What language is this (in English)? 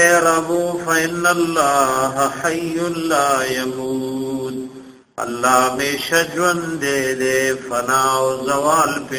Pashto